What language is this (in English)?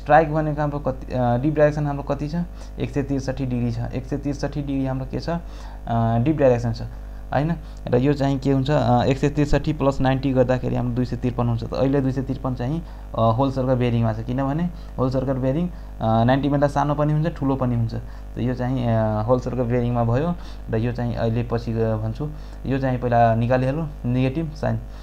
Nepali